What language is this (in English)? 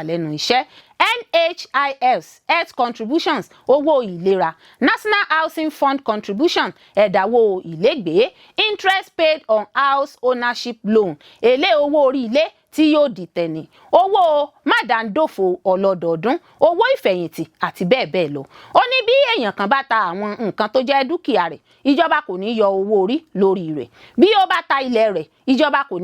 Yoruba